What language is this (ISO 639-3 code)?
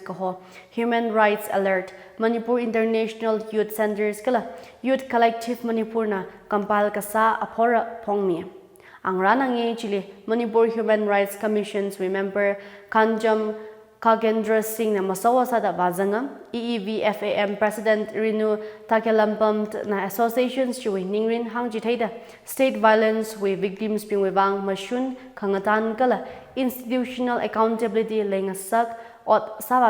nmf